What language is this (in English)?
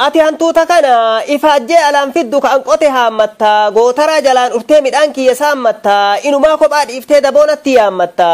Oromo